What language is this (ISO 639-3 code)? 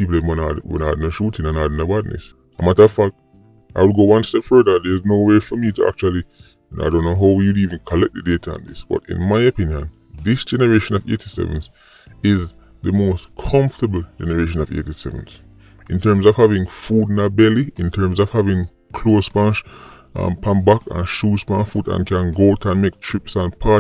jam